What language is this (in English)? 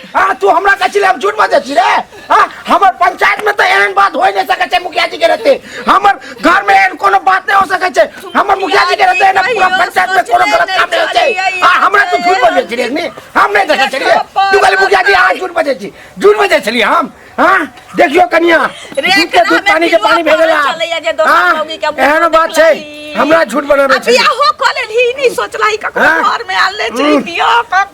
Maithili